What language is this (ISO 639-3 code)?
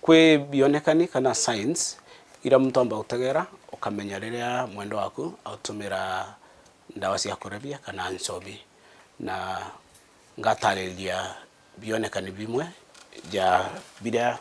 mer